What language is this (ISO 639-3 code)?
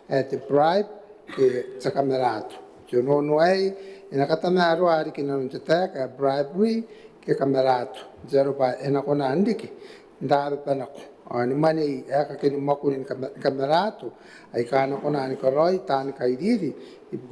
gil